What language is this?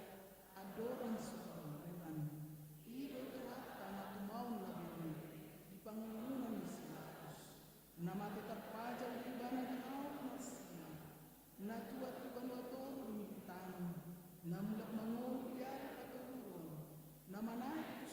Batak Toba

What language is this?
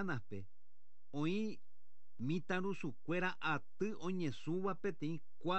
Guarani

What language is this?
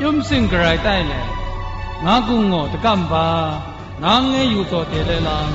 Zaiwa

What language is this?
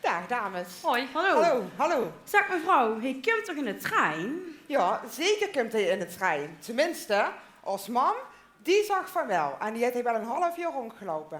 Limburgish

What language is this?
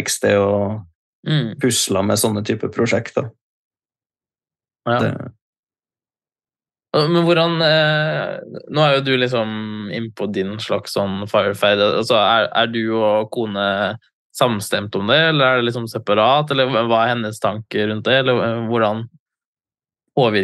Norwegian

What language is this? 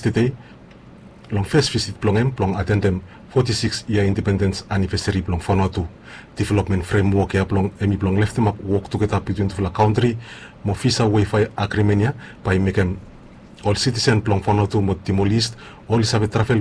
Bislama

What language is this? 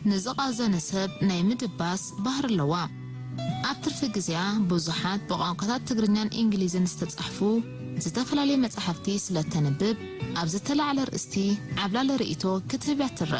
Tigrinya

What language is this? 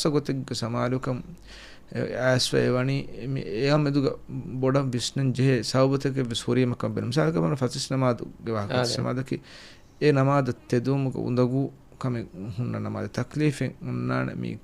Divehi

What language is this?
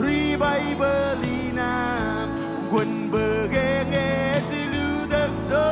Marshallese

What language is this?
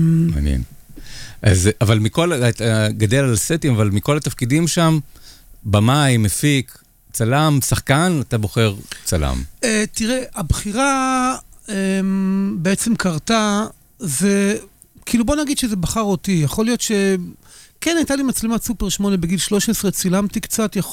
Hebrew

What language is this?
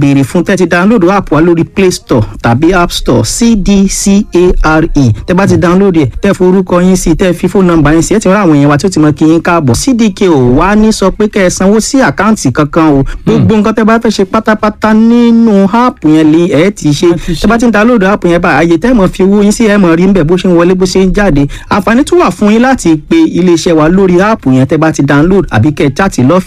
Yoruba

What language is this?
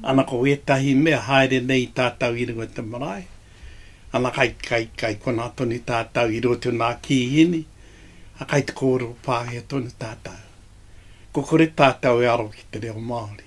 Māori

